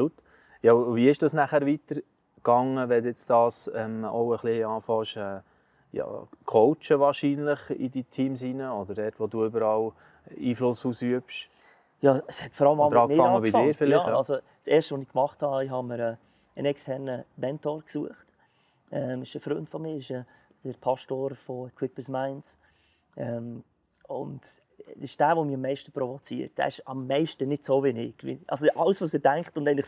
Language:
Swiss German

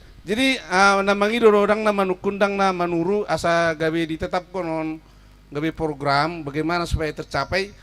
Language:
Batak Toba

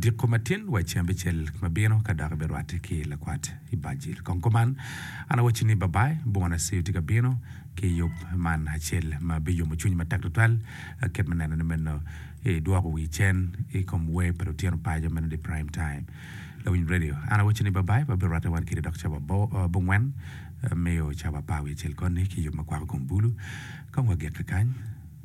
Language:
Acoli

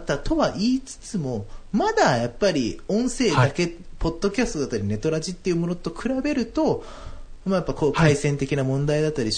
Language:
Japanese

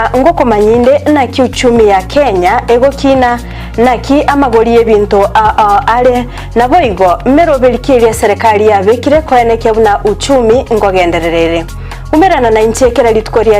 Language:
Gusii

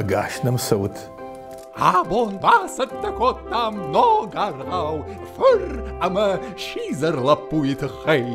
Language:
Ossetic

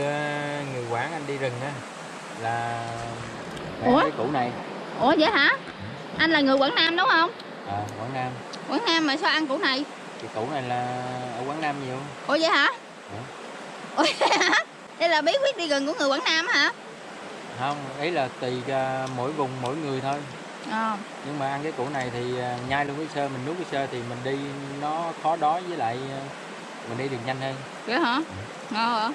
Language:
Vietnamese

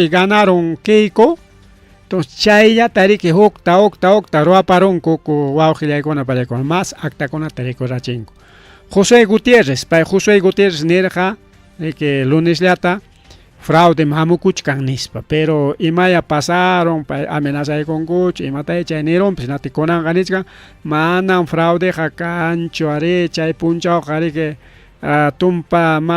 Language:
Ayacucho Quechua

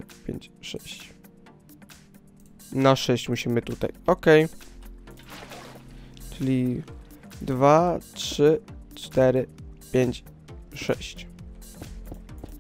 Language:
Polish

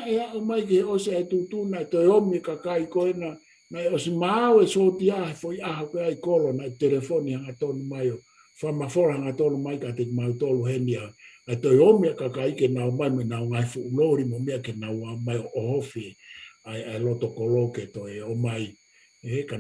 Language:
Tongan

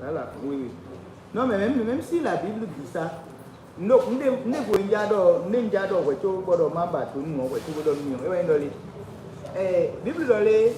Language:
Fon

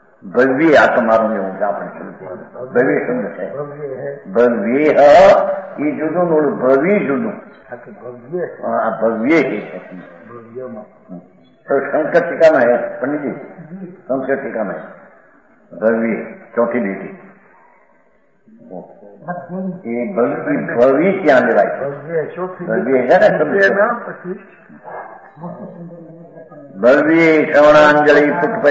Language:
Gujarati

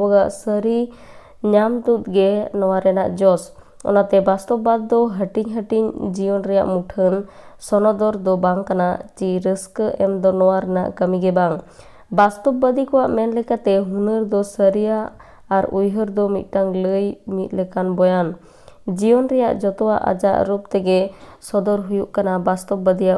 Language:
Santali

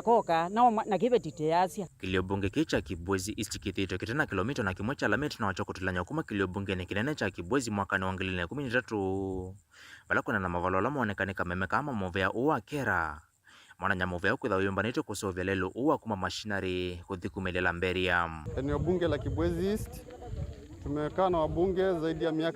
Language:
Kamba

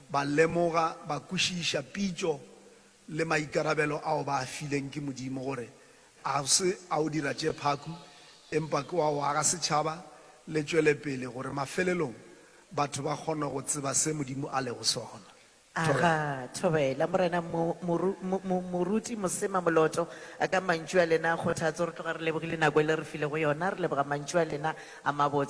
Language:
Northern Sotho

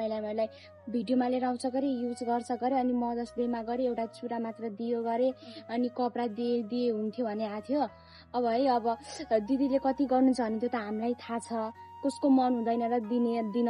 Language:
Nepali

